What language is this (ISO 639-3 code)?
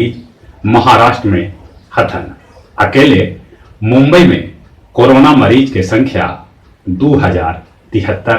mag